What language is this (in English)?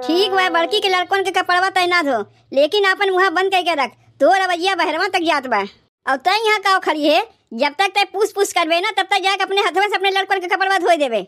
Awadhi